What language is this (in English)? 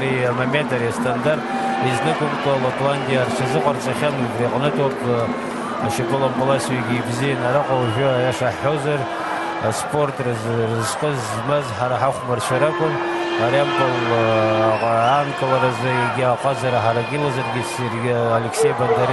Abkhazian